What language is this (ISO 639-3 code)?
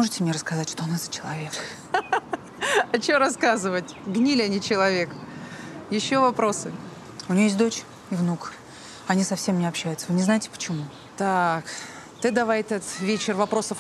rus